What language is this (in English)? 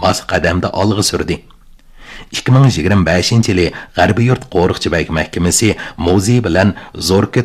Uyghur